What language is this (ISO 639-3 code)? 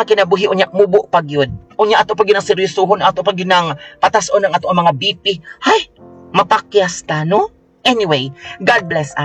ceb